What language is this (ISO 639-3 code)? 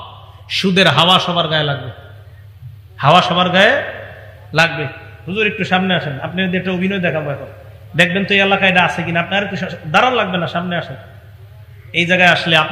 ben